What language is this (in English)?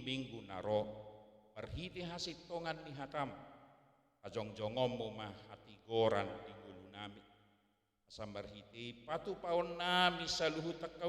Batak Toba